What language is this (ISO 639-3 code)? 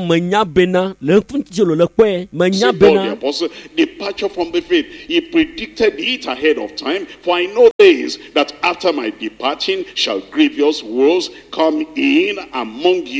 ewe